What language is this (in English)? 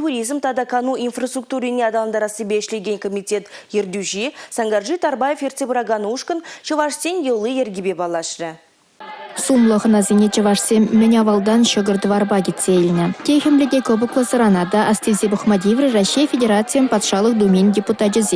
Chuvash